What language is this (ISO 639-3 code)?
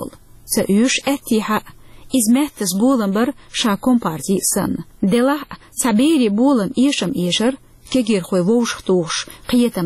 che